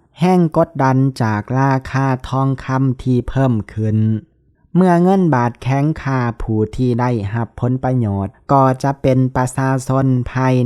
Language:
Lao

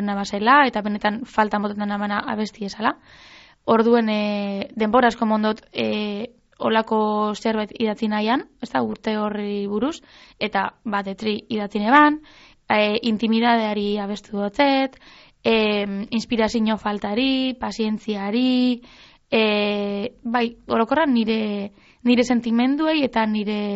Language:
Basque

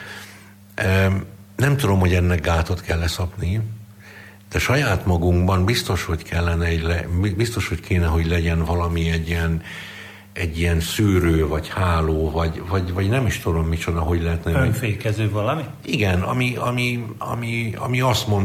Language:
Hungarian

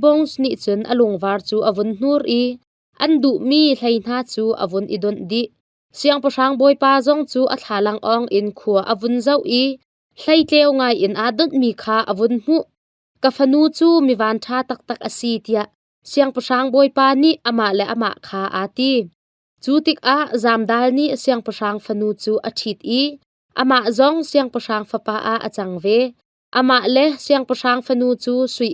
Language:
Hakha Chin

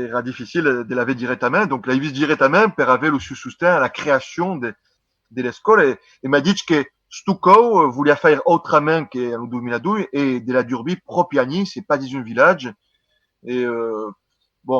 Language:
Occitan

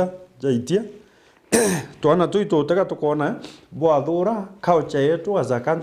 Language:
Meru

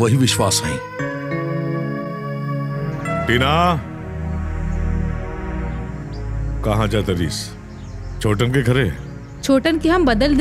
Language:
Bhojpuri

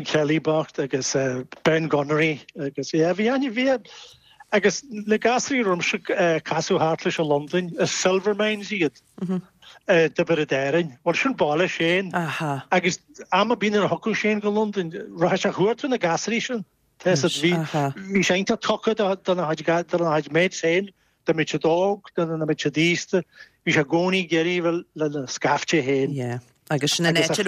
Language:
Irish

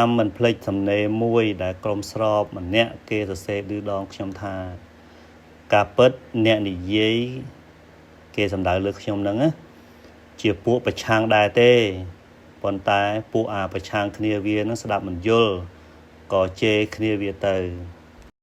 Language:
Khmer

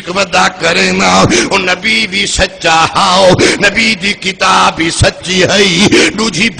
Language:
Saraiki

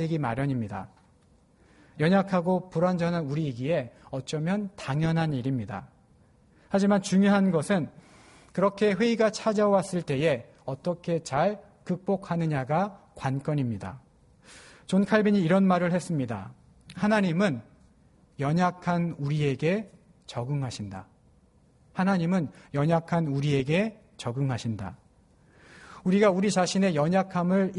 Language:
Korean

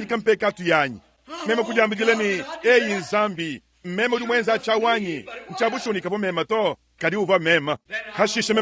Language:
Luba-Lulua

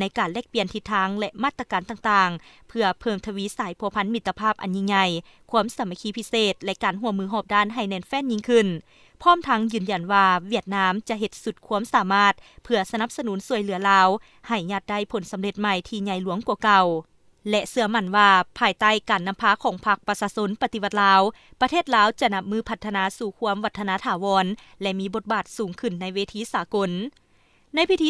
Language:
Lao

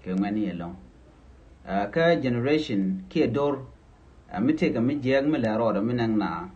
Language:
Nuer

